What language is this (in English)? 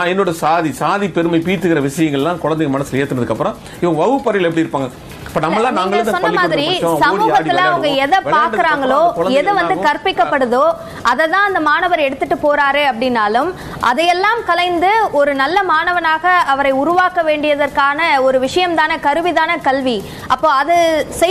Tamil